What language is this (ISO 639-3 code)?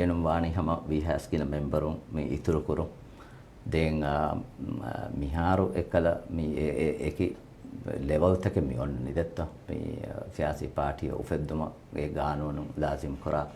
div